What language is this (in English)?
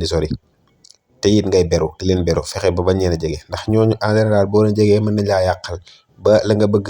Wolof